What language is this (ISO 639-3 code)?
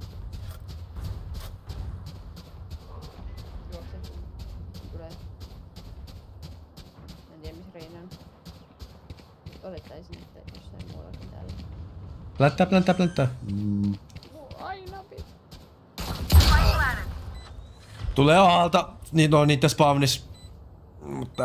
fin